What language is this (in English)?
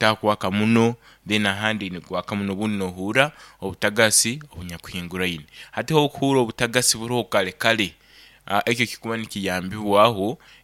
Nyoro